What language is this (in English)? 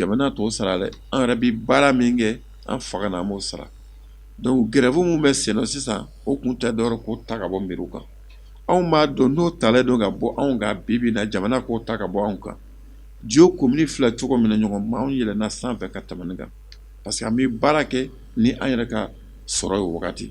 Bambara